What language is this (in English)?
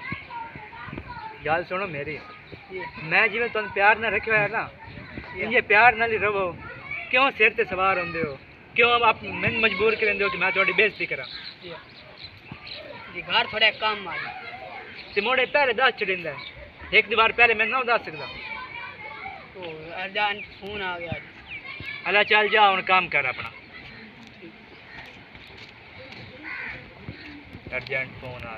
Punjabi